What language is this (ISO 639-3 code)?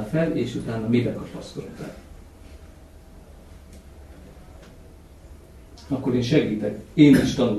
hun